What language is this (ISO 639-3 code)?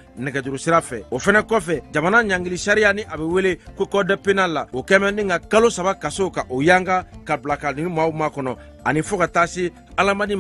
bam